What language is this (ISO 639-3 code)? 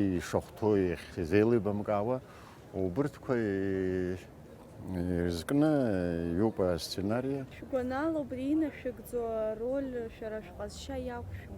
abk